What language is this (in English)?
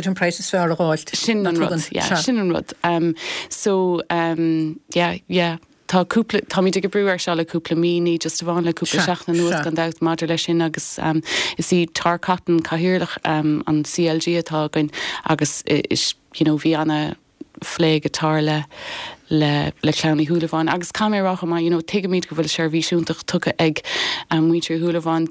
Irish